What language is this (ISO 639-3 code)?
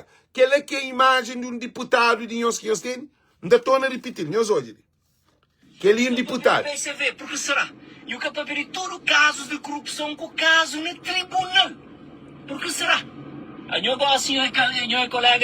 kea